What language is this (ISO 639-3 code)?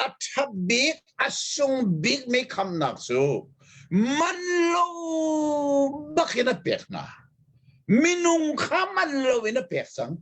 cnh